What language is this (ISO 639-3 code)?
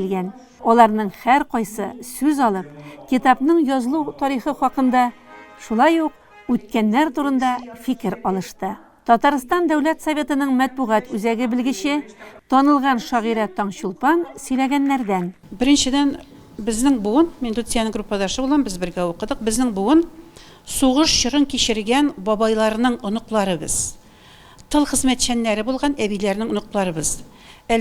tat